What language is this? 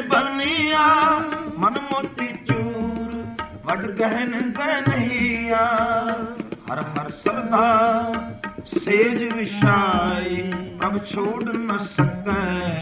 Punjabi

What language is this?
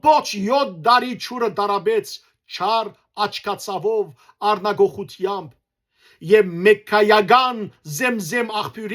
Western Armenian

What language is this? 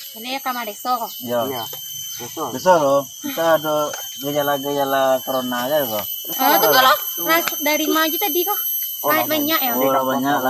Minangkabau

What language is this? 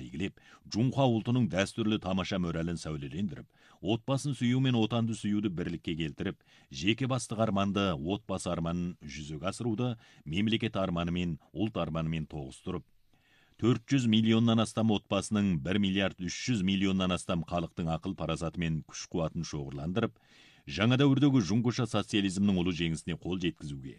Kazakh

